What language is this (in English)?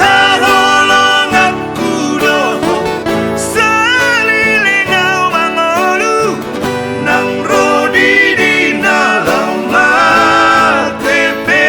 Batak Toba